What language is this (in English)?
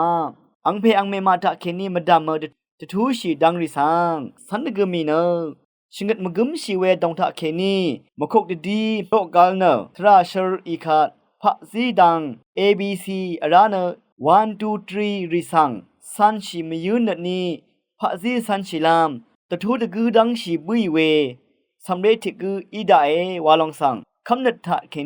Rawang